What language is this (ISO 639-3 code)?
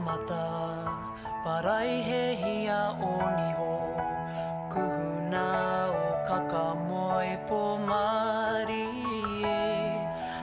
mri